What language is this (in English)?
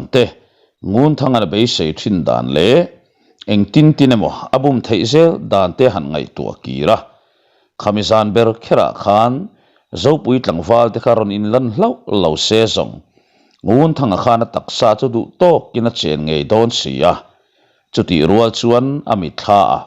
Mizo